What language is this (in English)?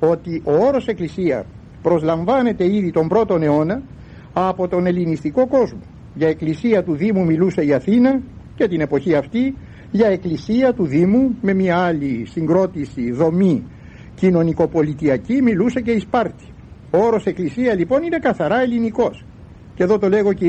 Greek